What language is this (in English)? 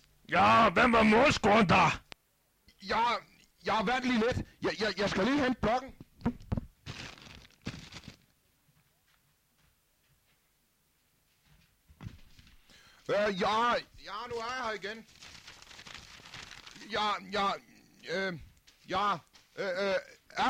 Danish